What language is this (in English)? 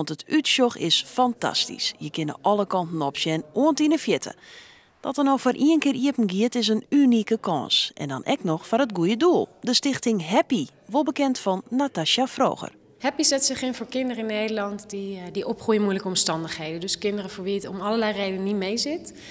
Western Frisian